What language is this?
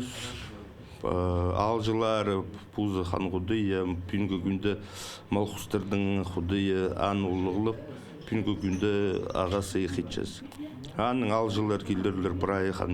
Khakas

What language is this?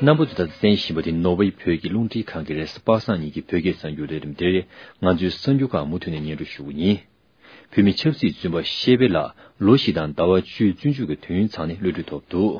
Tibetan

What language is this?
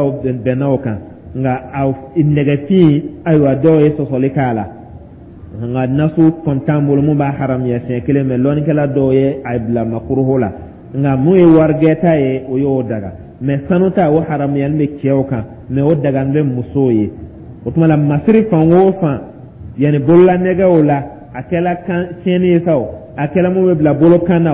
Dyula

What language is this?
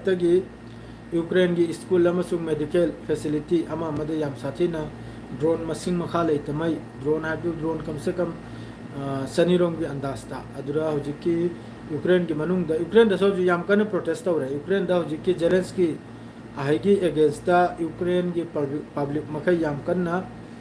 Manipuri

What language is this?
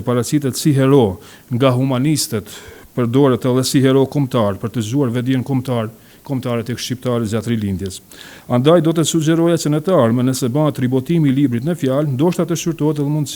Albanian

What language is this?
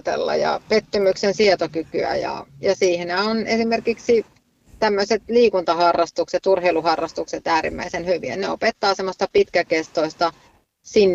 Finnish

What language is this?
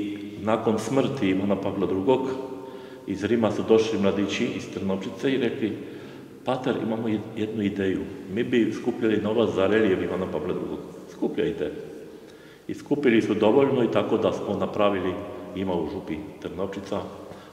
Croatian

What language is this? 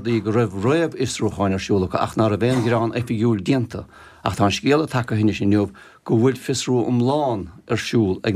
Irish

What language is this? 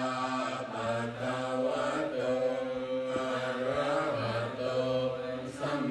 Pali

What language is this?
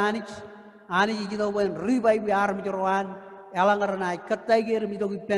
Marshallese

